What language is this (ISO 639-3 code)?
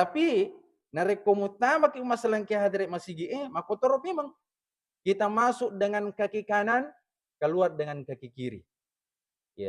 bug